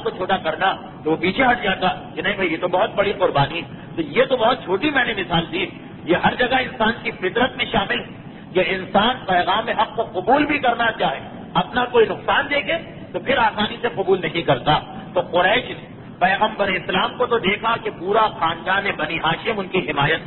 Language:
Urdu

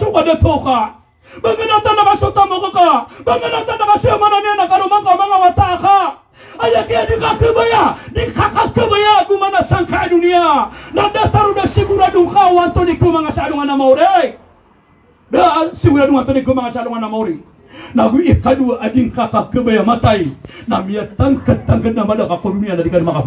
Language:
Maranao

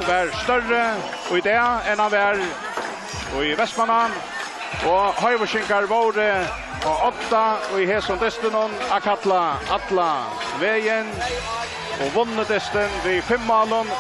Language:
Faroese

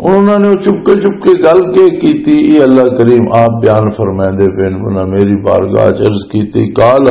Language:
Western Panjabi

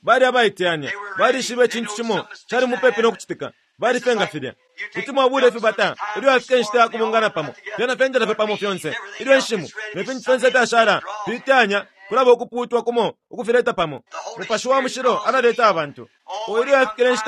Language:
Bemba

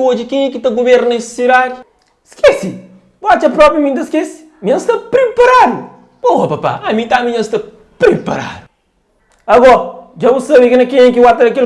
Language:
Kabuverdianu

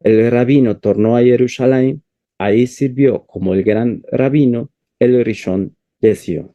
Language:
Ladino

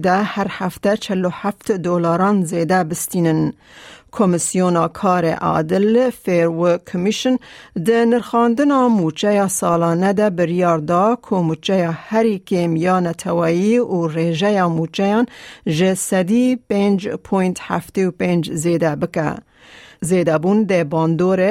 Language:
Kurdish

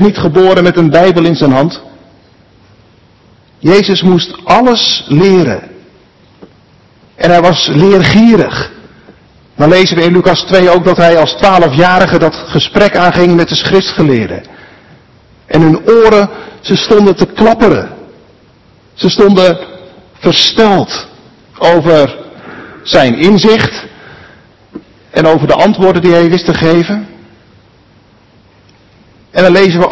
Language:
Dutch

